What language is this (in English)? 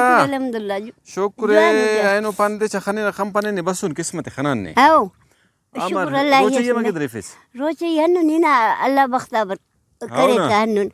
Brahui